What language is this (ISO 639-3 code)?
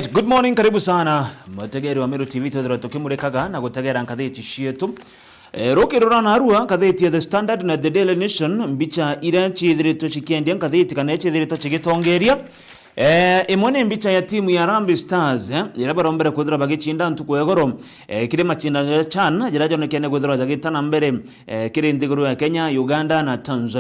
mer